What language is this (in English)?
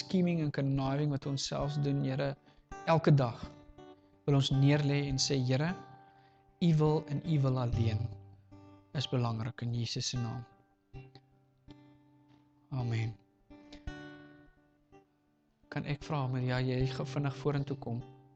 Afrikaans